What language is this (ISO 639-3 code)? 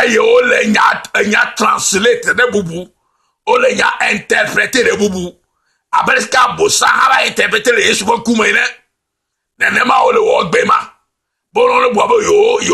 ewe